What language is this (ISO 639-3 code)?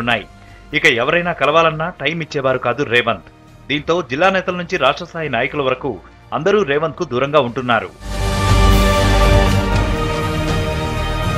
tel